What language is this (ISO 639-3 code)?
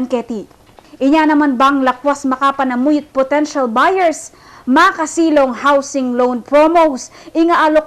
pam